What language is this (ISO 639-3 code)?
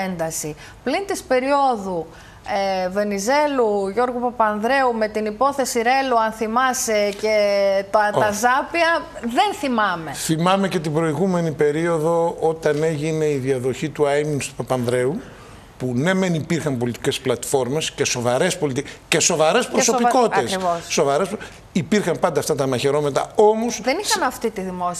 ell